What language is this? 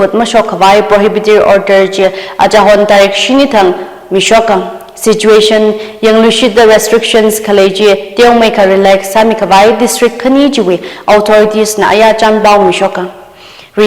Tangkhul Naga (India)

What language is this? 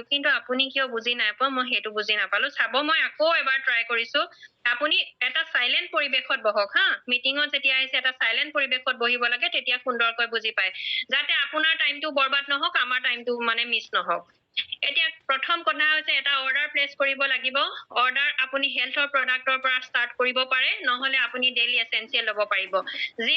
Assamese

